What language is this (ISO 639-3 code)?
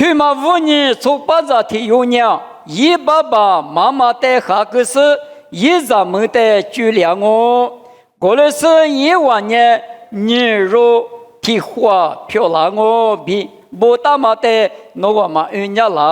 lis